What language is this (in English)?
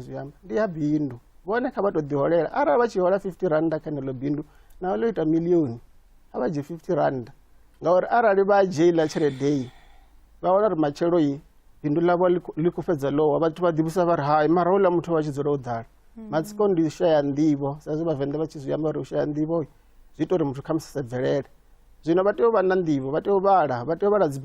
Venda